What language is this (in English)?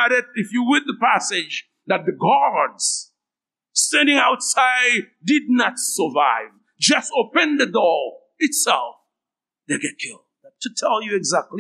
Haitian Creole